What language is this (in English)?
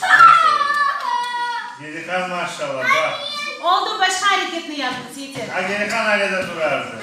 Crimean Tatar